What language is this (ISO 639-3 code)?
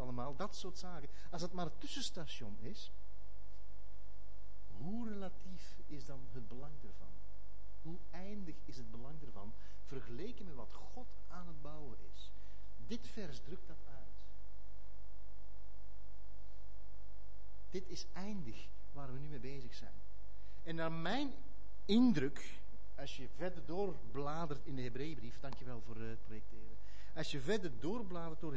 nld